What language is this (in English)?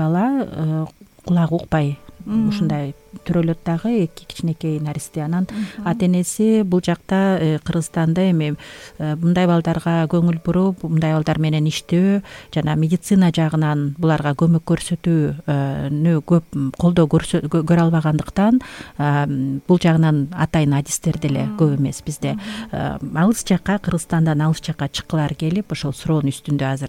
Kyrgyz